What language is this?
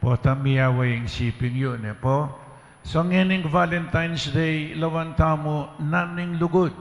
Pampanga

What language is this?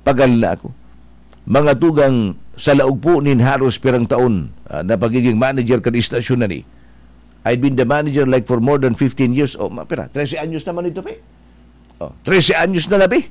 Bikol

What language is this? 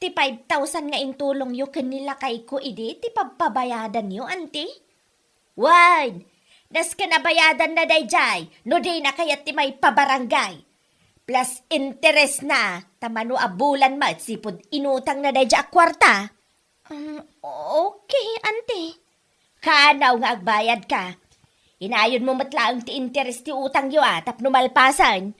Iloko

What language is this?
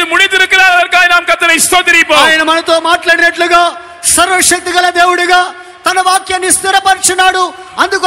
Tamil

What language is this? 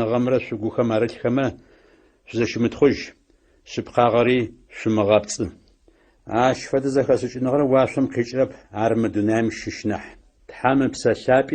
Adyghe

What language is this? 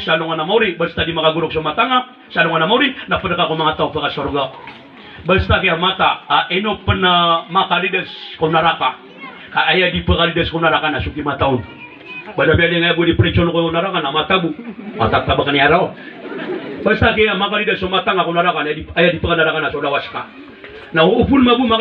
Maranao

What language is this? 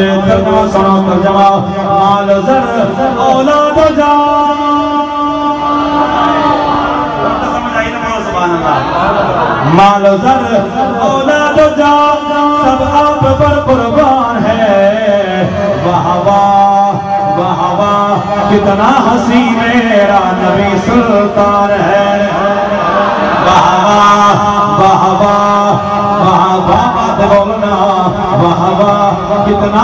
Urdu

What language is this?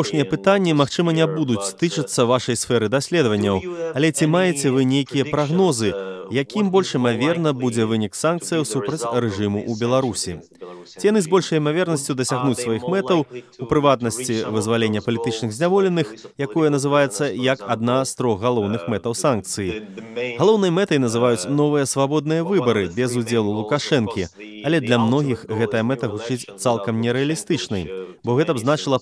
Belarusian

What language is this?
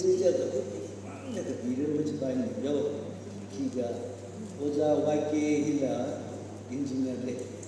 Tangkhul Naga (India)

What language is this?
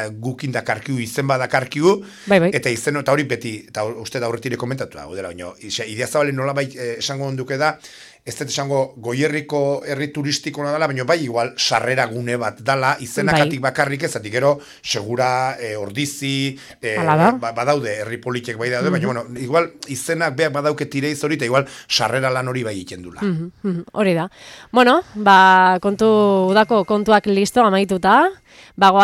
Basque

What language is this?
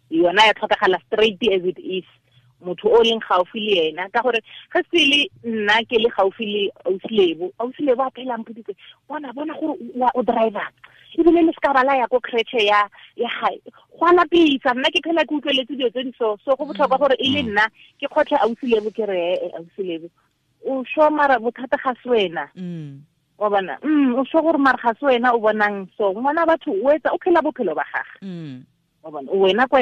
Tswana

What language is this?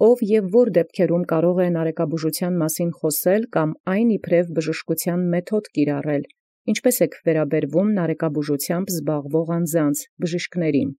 Armenian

